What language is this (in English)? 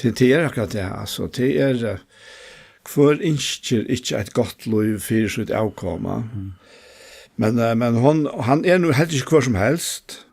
Faroese